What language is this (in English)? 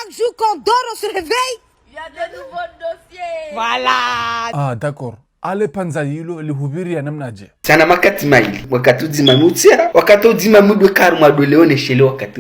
Ngazidja Comorian